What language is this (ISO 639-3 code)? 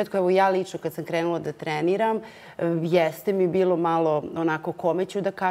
srp